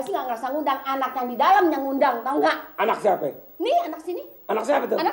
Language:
Betawi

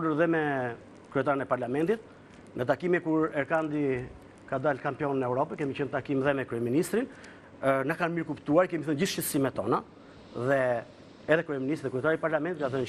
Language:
Albanian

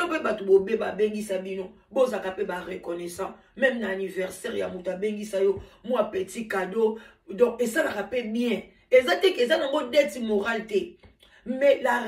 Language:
Lingala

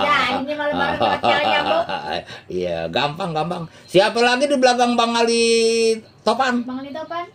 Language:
Betawi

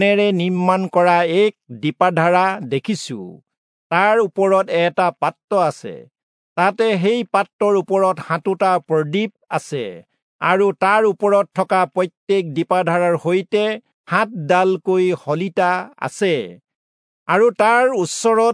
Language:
Assamese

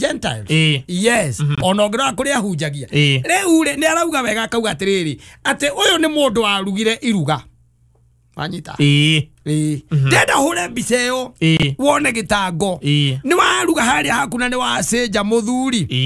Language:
Kikuyu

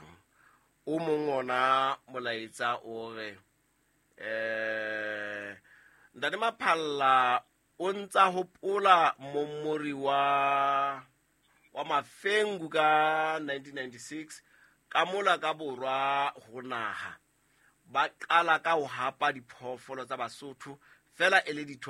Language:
Southern Sotho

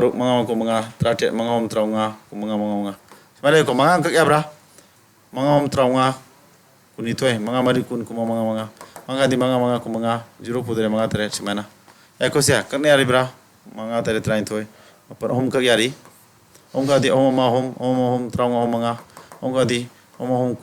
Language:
Manipuri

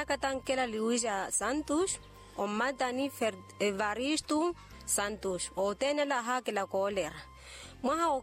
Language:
Makhuwa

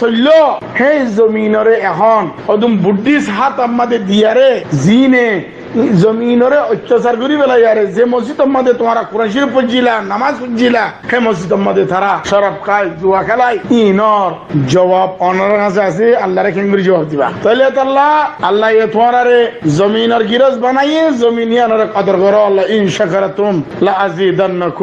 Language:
Rohingya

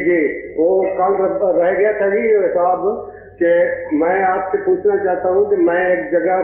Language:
Urdu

